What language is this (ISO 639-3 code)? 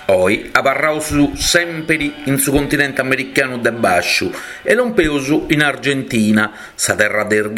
srd